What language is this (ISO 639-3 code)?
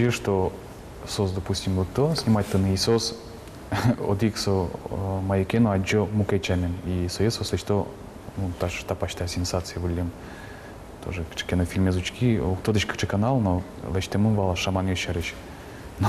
udm